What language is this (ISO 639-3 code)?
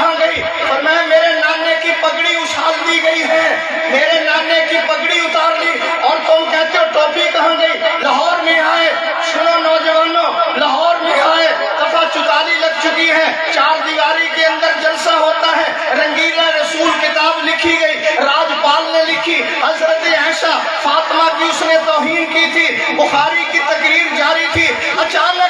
urd